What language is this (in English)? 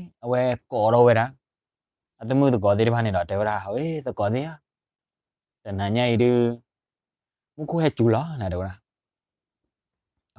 S'gaw Karen